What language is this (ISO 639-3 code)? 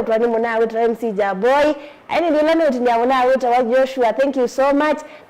kam